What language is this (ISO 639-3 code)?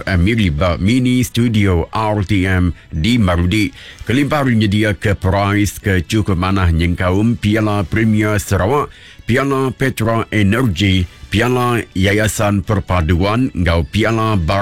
iba